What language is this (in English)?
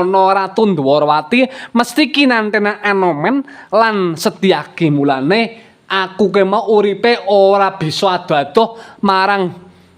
Javanese